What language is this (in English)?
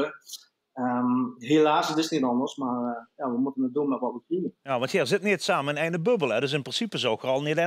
Limburgish